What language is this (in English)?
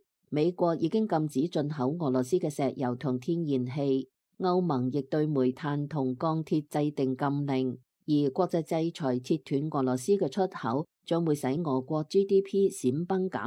Cantonese